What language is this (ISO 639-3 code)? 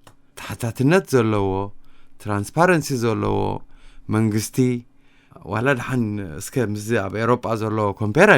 tir